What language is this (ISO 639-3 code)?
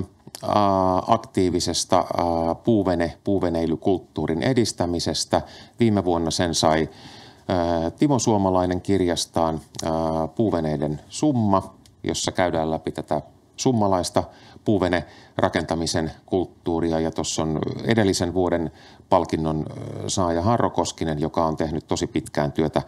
fin